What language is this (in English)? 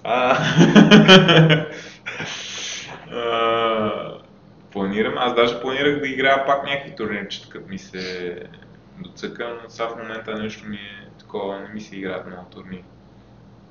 Bulgarian